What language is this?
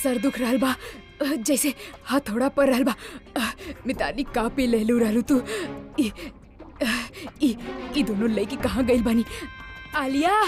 Bhojpuri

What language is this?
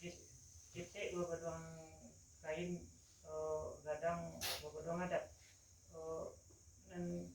Minangkabau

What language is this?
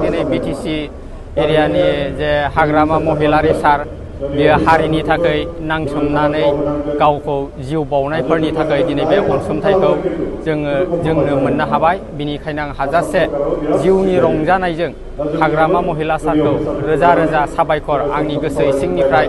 Bodo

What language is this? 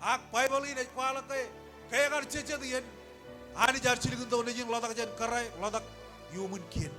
Marshallese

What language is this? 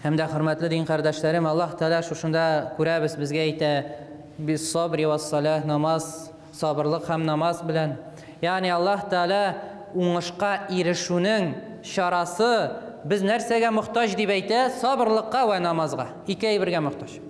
Tatar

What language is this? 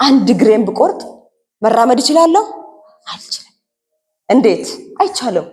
Amharic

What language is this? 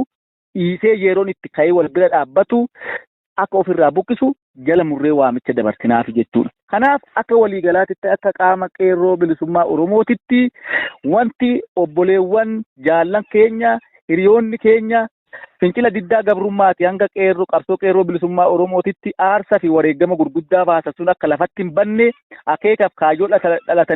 Oromo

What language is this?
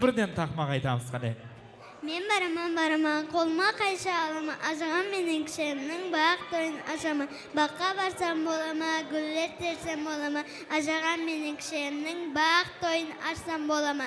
Kara-Kalpak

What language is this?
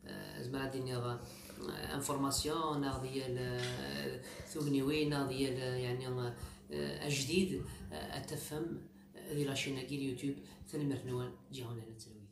Kabyle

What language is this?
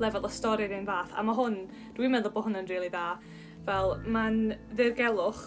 Welsh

